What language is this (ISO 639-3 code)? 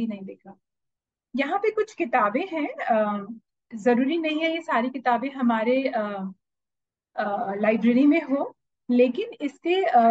hin